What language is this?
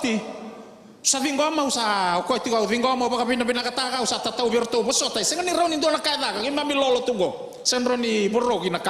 Fijian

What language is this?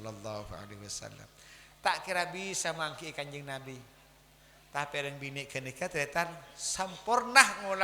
Madurese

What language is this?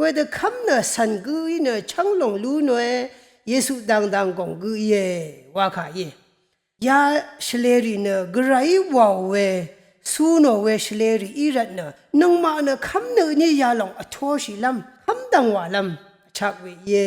Rawang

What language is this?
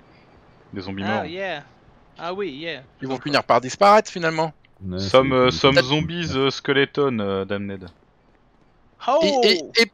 French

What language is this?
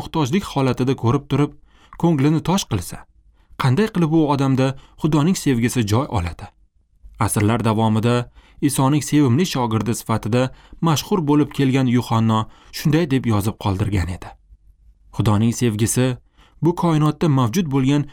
Uzbek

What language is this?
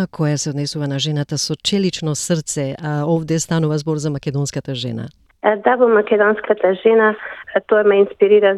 Macedonian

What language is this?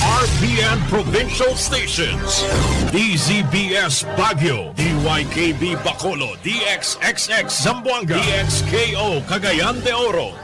Bikol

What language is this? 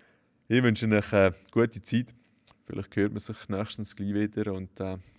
Swiss German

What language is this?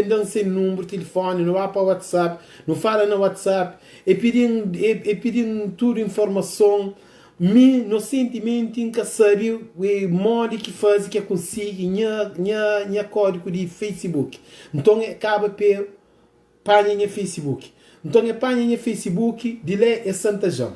Kabuverdianu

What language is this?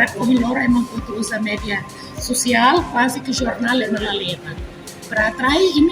Tetum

